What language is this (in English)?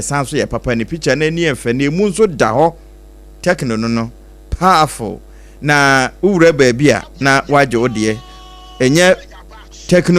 Akan